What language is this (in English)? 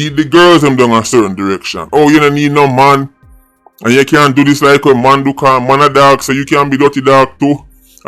Jamaican Creole English